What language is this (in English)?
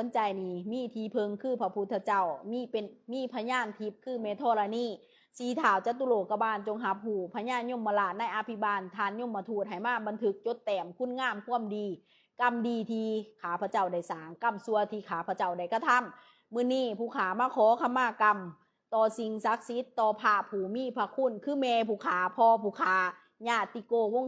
Lao